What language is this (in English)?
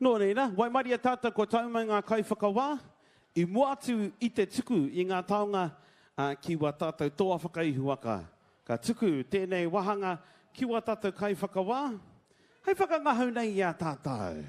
Māori